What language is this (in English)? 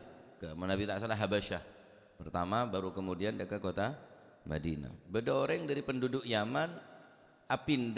Madurese